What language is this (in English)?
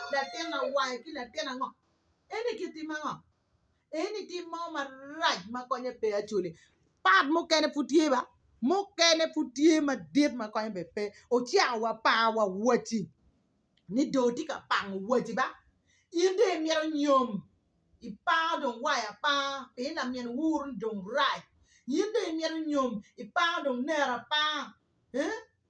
Acoli